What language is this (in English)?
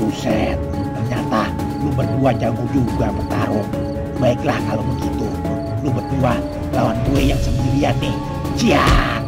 Betawi